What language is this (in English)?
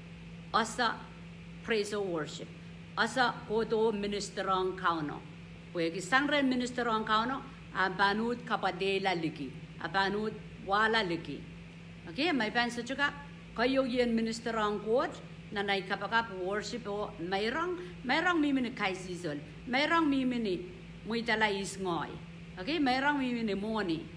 Pohnpeian